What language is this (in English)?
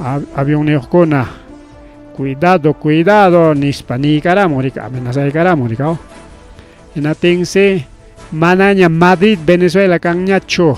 Ayacucho Quechua